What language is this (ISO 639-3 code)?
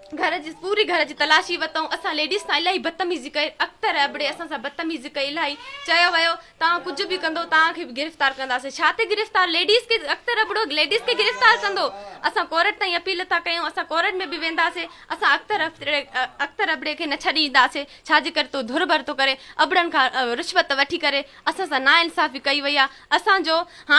snd